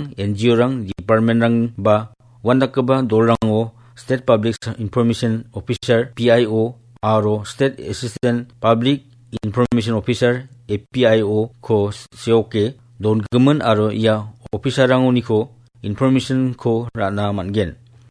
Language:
Garo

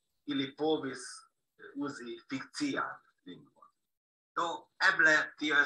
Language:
Esperanto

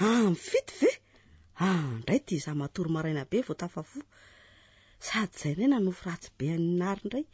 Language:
Malagasy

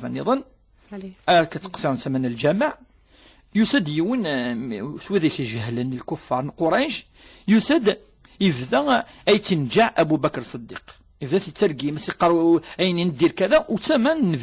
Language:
Kabyle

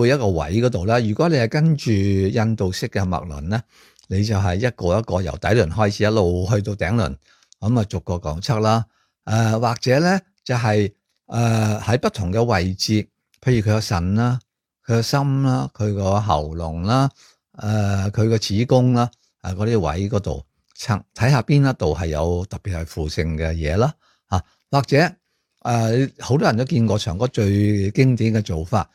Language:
Cantonese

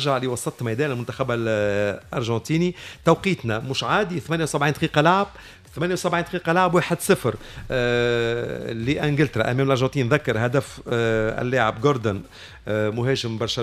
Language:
Tunisian Arabic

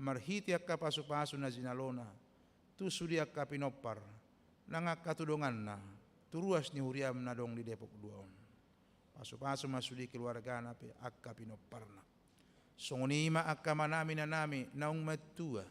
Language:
Batak Toba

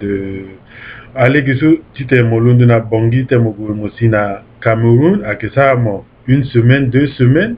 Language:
Sango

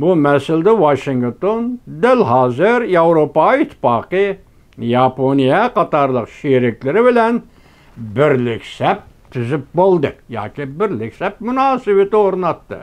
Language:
Uyghur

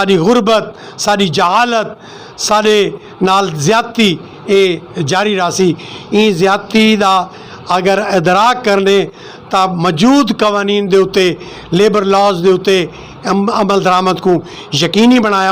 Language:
Western Panjabi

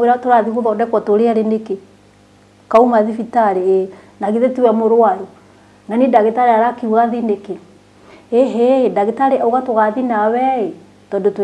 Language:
Kikuyu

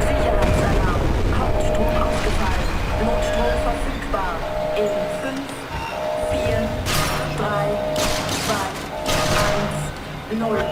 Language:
Bavarian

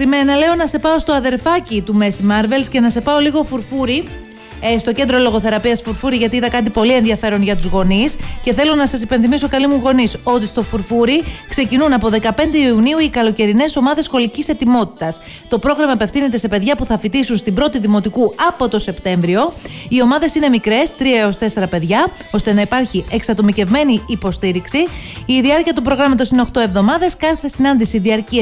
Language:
Greek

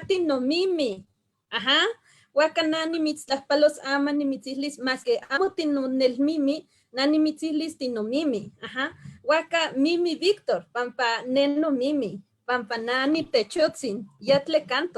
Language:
Eastern Huasteca Nahuatl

